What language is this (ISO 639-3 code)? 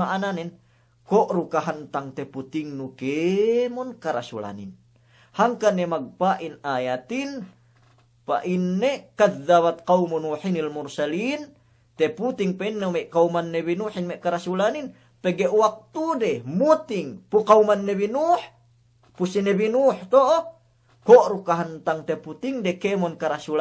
yka